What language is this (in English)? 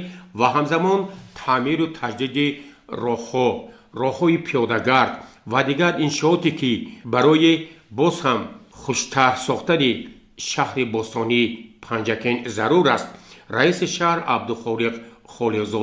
Tajik